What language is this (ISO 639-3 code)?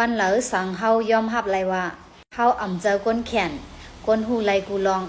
shn